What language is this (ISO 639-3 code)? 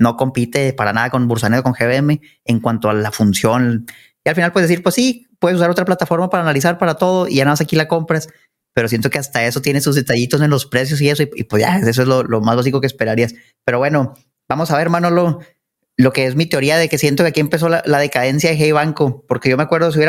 spa